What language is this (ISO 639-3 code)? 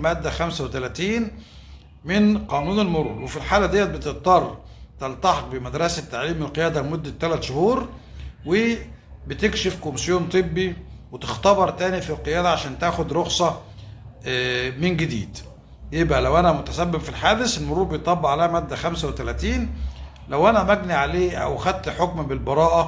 arz